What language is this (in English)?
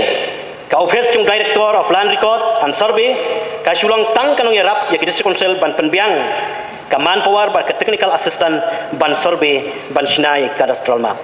Khasi